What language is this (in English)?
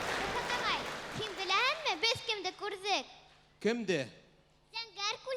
Bashkir